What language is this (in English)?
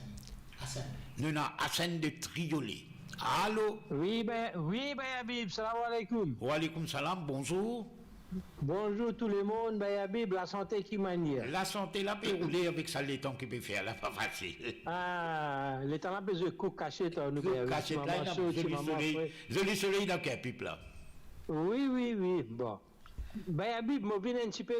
Morisyen